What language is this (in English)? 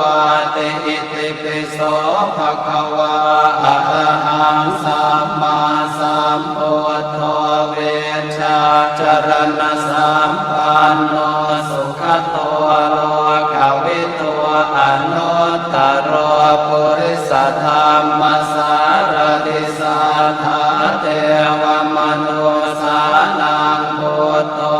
Pali